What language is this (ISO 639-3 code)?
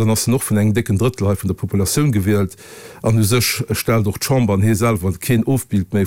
ltz